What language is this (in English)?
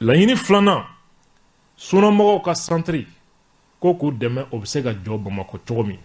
Bambara